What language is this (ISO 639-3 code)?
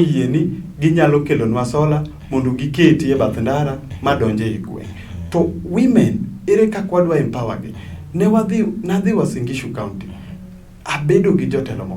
luo